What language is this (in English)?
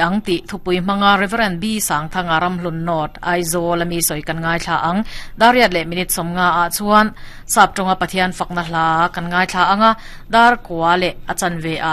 Mizo